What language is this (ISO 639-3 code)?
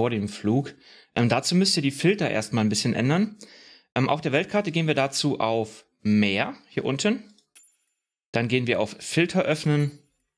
deu